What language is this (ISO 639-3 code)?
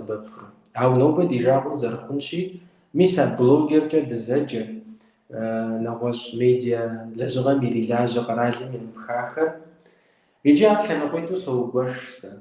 kbd